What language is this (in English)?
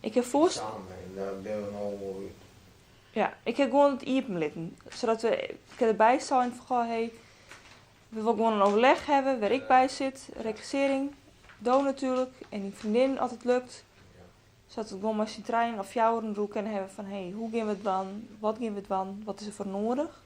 Western Frisian